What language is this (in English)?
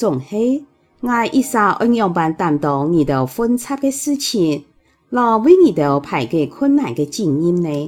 Hakka Chinese